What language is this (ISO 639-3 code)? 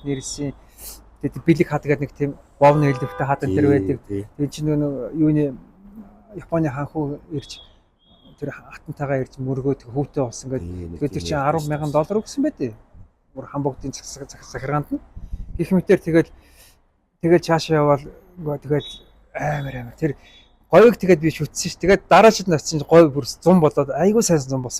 mon